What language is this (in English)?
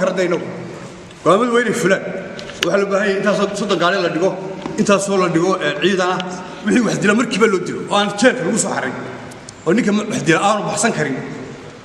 Somali